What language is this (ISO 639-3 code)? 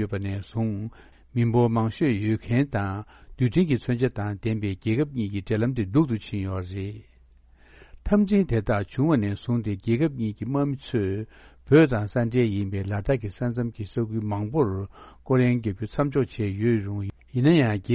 bod